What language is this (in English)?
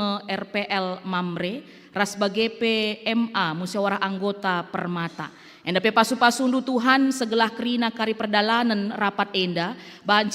Batak Karo